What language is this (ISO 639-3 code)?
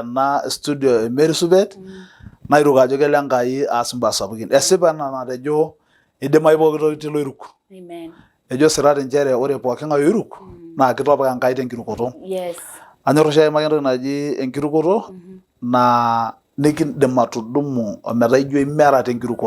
mas